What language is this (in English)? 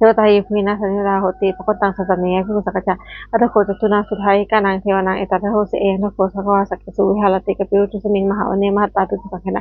Pali